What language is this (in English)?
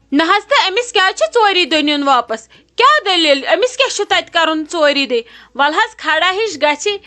Kashmiri